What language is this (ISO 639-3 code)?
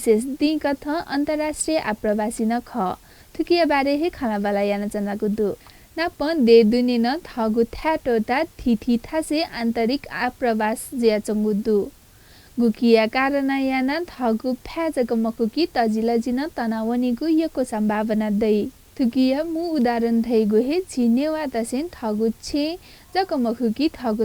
new